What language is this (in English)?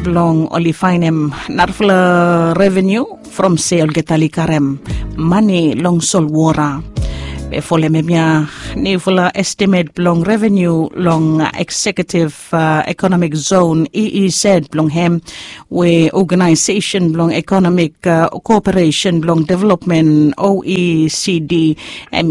Bislama